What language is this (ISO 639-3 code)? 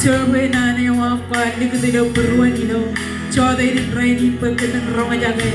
mah